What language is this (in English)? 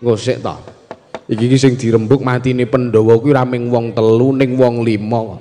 Javanese